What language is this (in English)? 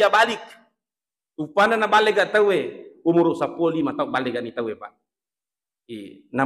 Buginese